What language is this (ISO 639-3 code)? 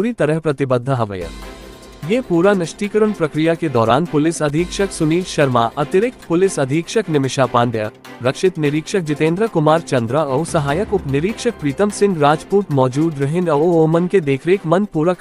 hne